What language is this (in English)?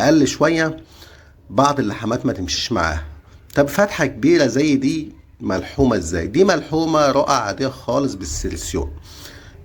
Egyptian Arabic